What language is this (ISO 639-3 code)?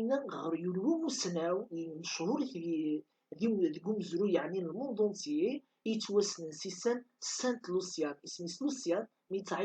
kab